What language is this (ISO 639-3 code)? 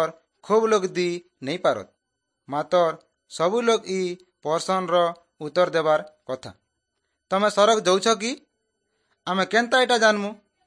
ori